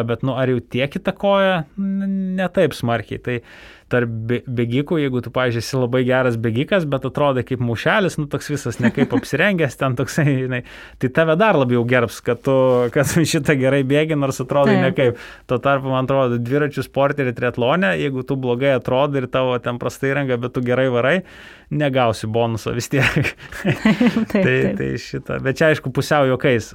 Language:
Lithuanian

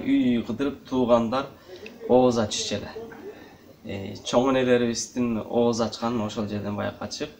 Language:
Kyrgyz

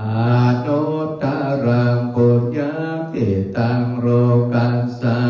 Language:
Pali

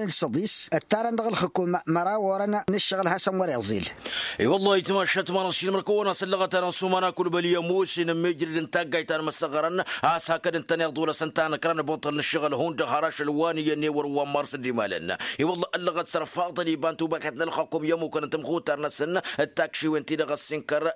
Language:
Tamasheq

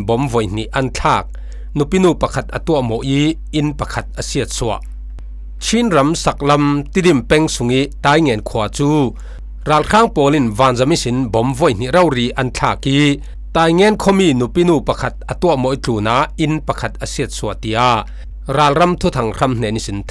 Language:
Falam Chin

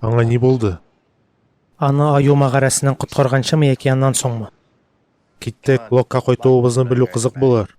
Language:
Tatar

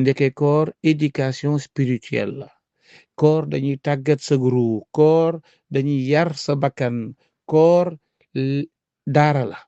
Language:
Wolof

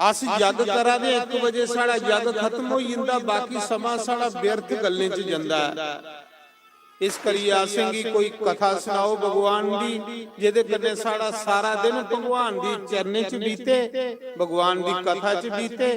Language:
Dogri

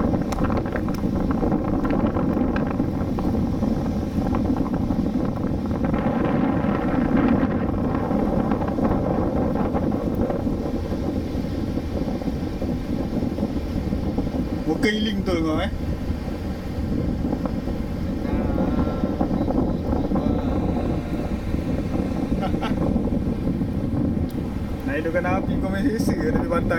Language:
Malay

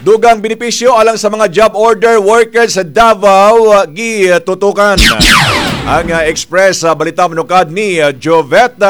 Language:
Cebuano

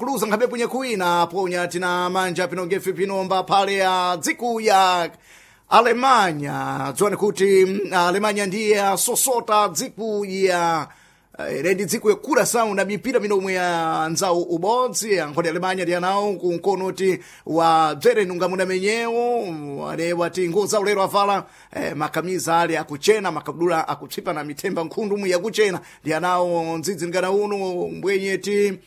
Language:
Sena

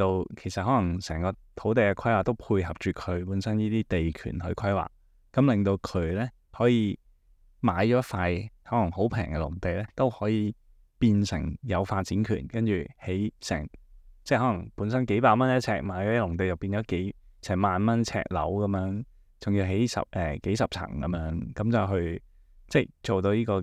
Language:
Cantonese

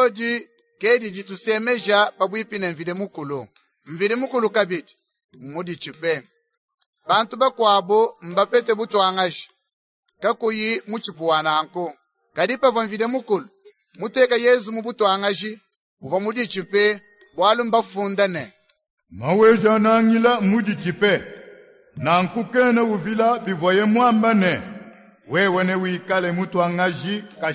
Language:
Luba-Lulua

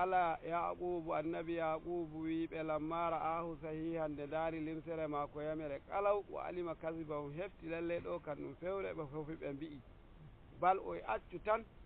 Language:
Nigerian Fulfulde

